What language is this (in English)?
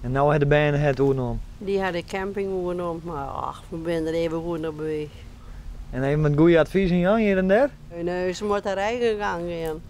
Western Frisian